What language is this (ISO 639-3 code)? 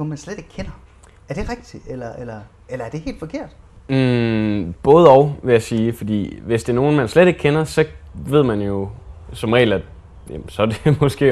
dan